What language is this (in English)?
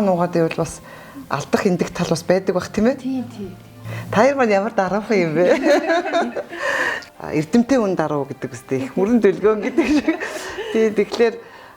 Mongolian